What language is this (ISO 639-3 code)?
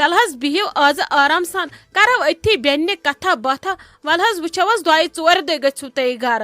kas